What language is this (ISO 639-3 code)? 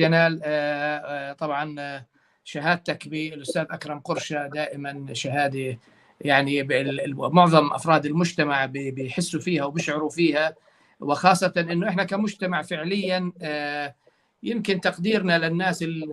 apc